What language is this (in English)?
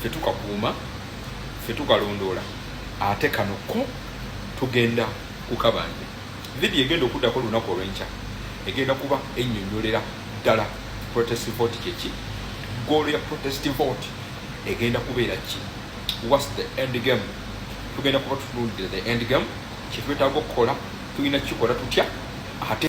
Ganda